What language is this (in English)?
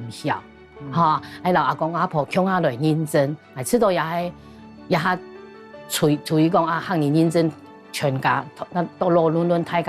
Hakka Chinese